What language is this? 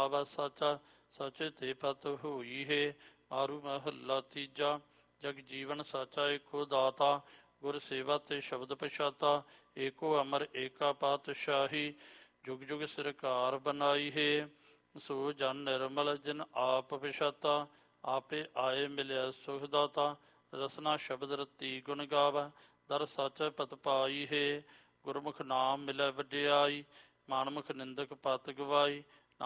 Punjabi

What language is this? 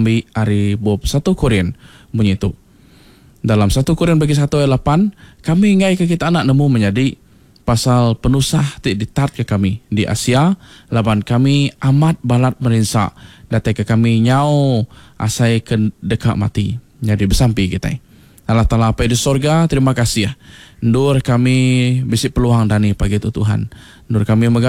Iban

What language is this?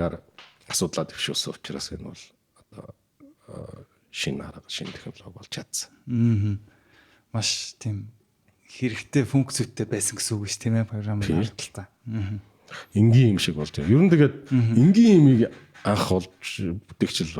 Mongolian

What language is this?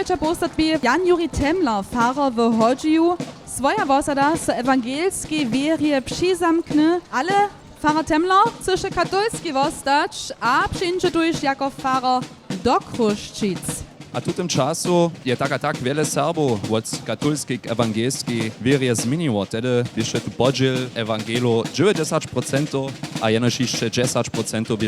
Upper Sorbian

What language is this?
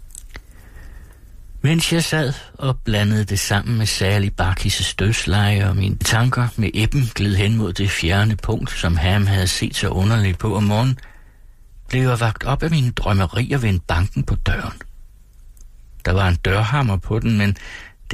Danish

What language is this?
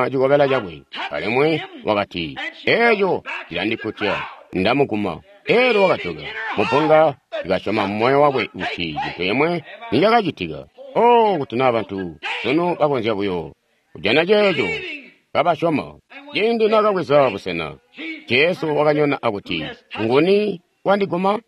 Tonga (Zambia)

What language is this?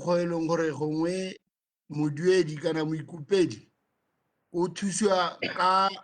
Tswana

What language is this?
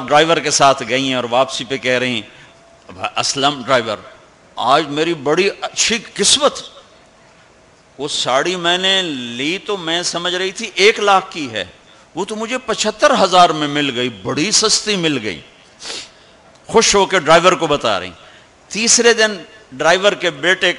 Urdu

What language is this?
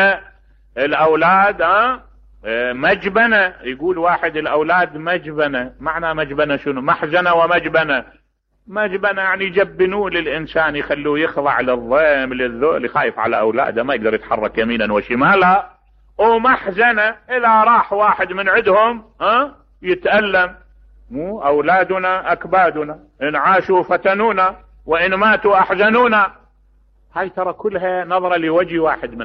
Mesopotamian Arabic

